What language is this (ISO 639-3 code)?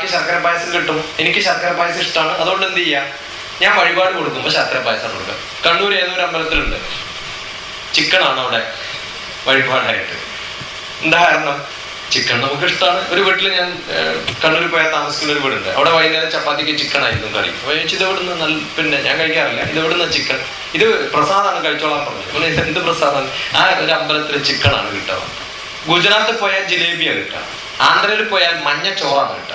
mal